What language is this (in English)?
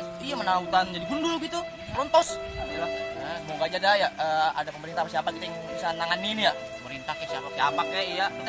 Betawi